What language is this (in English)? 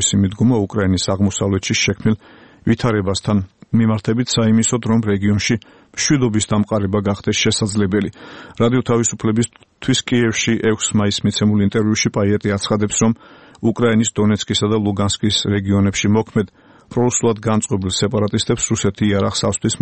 Georgian